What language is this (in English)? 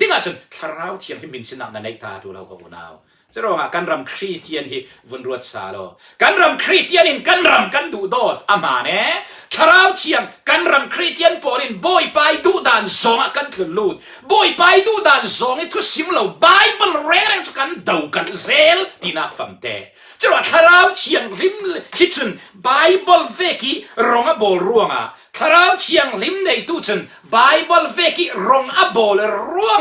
Falam Chin